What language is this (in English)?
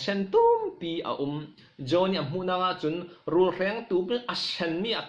Falam Chin